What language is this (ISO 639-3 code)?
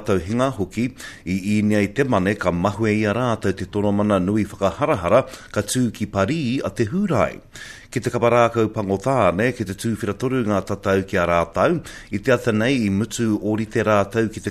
mri